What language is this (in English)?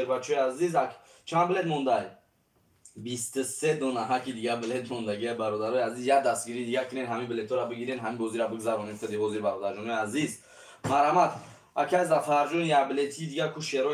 Tajik